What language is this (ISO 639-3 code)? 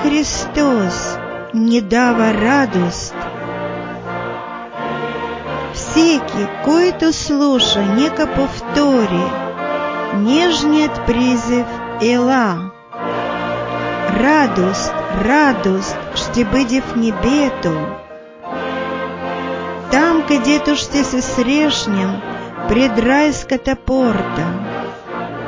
bul